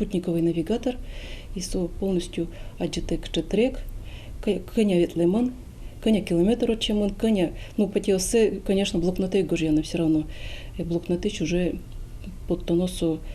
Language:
Udmurt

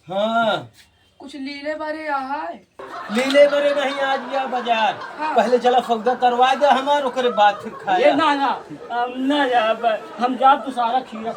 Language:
Awadhi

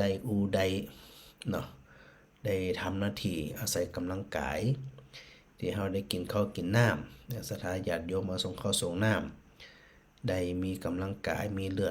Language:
Northern Thai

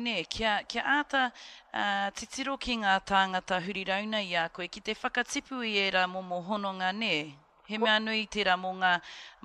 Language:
Māori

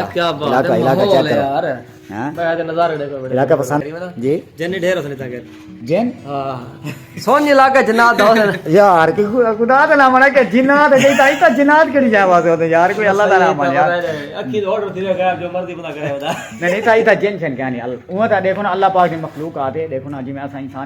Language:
Saraiki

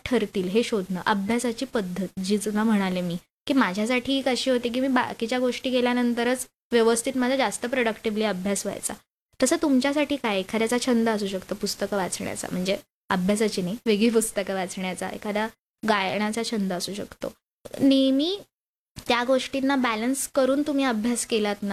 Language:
Marathi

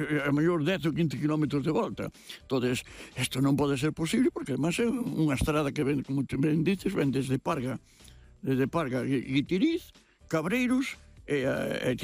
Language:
Galician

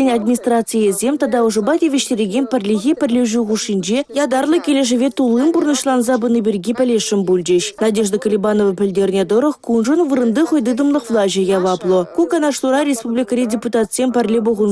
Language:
Chuvash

